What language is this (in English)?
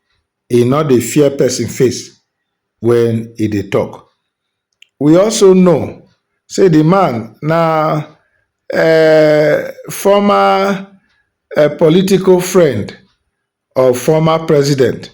Nigerian Pidgin